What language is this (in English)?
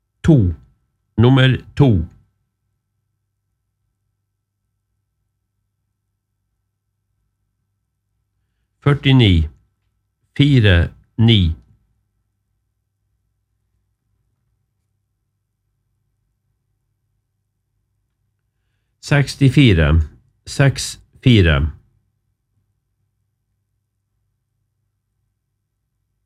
Norwegian